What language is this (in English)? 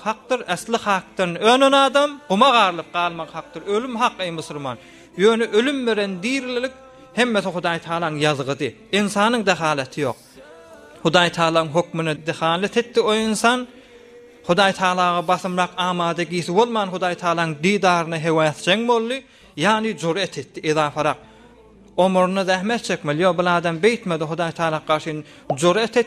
Turkmen